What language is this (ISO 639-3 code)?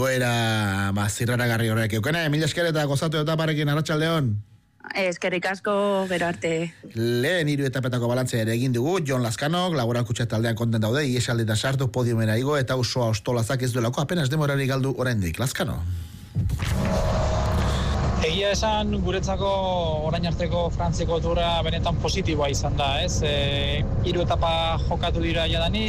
eus